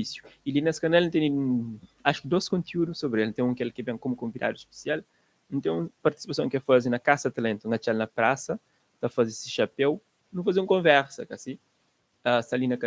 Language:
Kabuverdianu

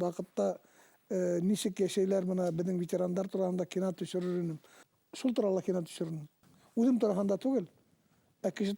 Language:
Bashkir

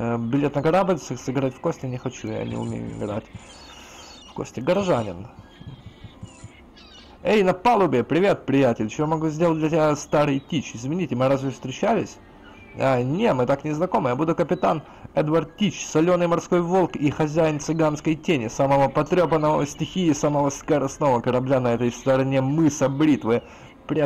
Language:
Russian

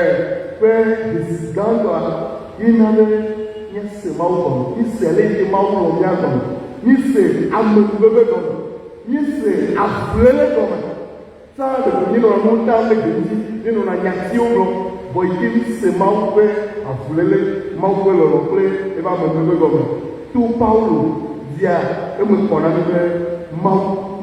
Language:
Ewe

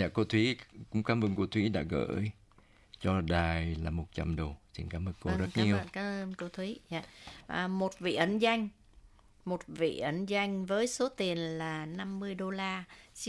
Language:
Vietnamese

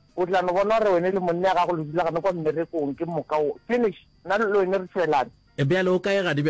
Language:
Northern Sotho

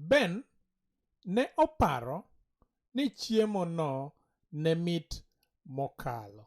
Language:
Luo (Kenya and Tanzania)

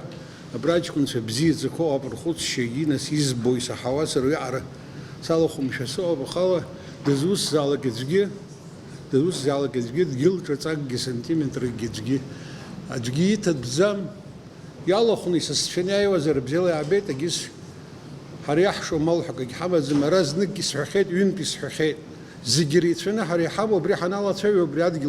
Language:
Abkhazian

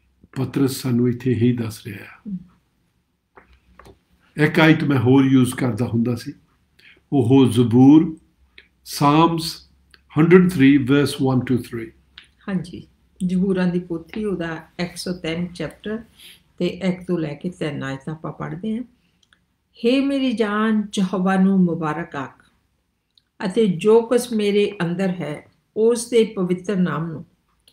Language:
Punjabi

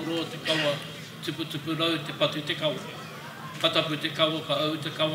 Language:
Māori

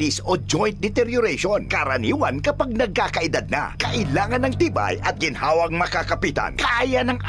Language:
Bikol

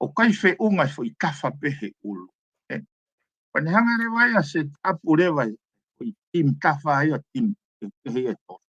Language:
Tongan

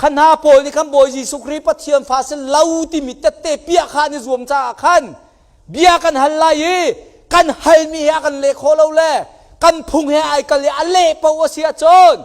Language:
Hakha Chin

